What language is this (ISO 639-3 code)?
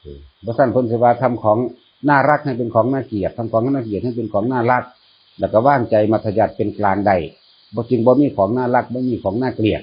tts